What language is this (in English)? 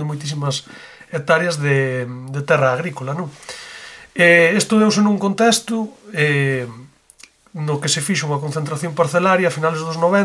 Galician